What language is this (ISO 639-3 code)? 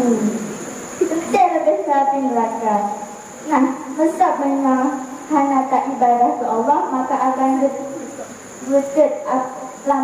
ace